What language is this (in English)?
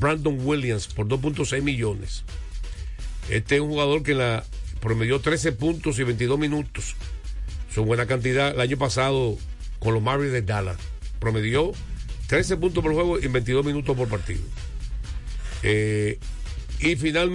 Spanish